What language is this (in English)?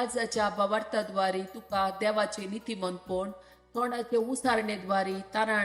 Konkani